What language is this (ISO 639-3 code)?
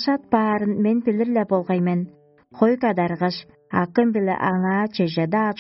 tyv